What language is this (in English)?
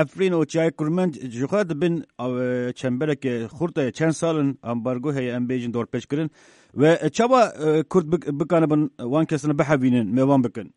Kurdish